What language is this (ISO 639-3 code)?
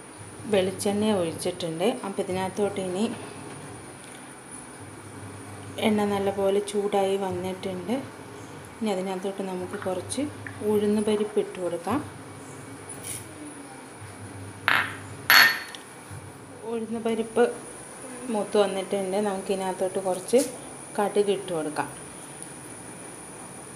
mal